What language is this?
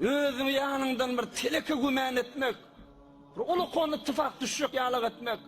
Turkmen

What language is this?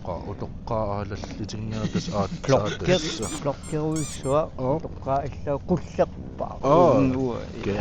Kalaallisut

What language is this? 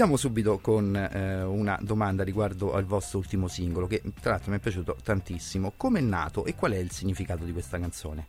Italian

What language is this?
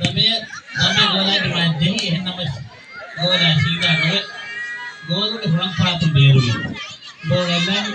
Divehi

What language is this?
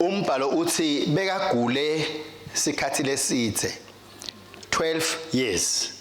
Swati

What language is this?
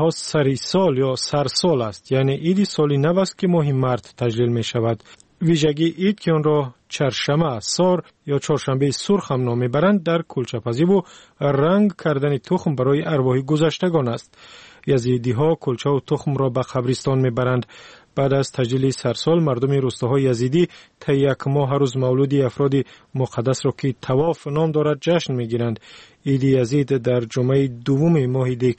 Tajik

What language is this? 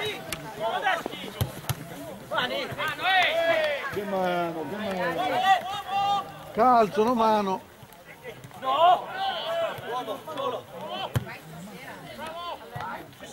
Italian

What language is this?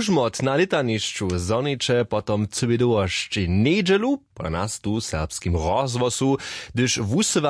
Upper Sorbian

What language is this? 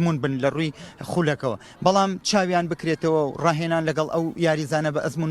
Central Kurdish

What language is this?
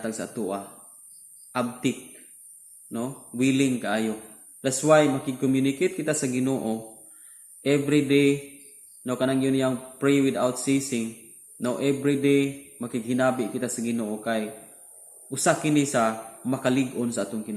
Cebuano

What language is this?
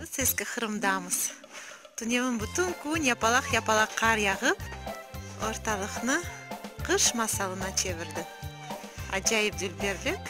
Crimean Tatar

